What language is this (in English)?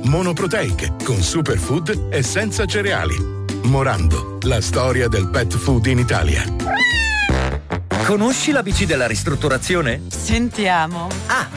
Italian